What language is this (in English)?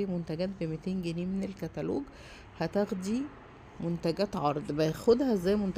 Egyptian Arabic